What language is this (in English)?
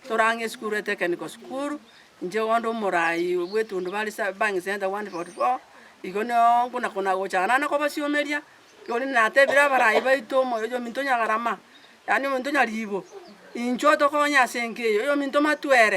Gusii